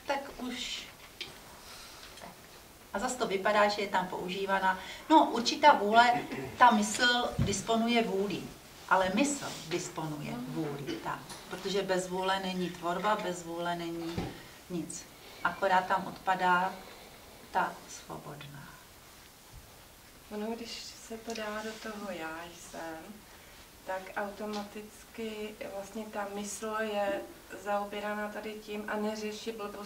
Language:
Czech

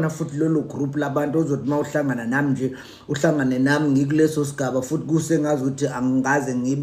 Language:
Zulu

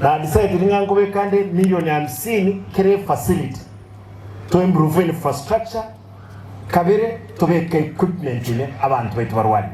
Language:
Gusii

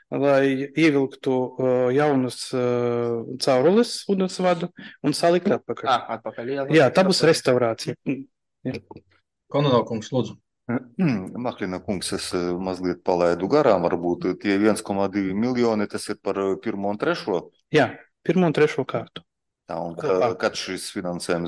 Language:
Latvian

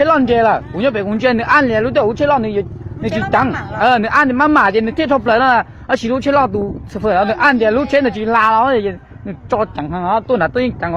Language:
Hmong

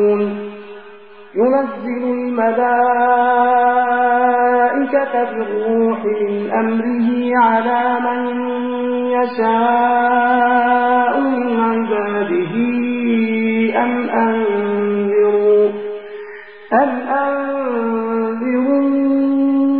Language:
Arabic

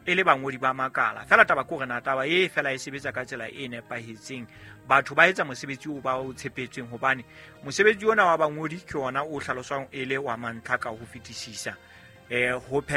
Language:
Southern Sotho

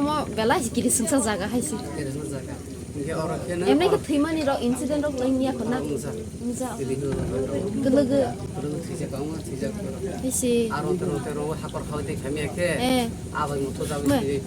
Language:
Kok Borok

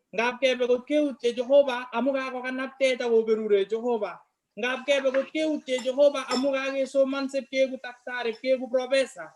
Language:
Kalenjin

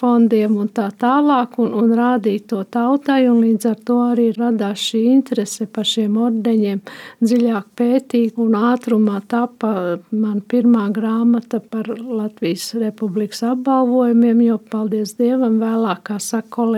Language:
Latvian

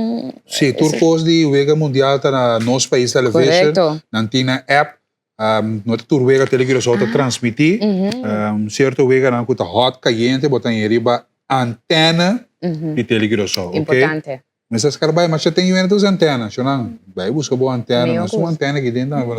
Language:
Papiamento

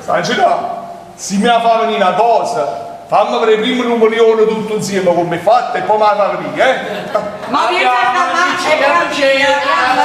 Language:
Neapolitan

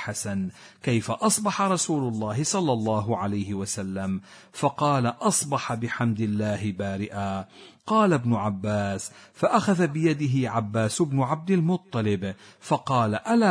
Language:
Arabic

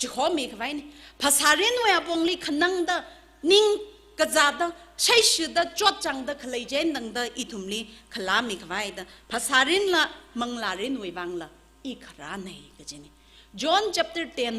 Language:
Tangkhul Naga (India)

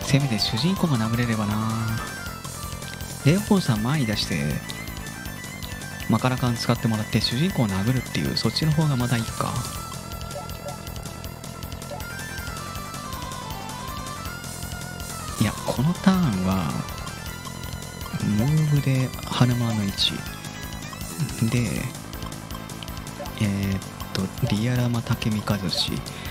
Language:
Japanese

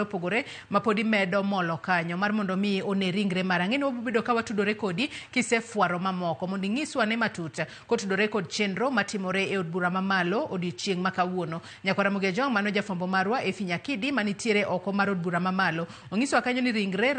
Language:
Luo (Kenya and Tanzania)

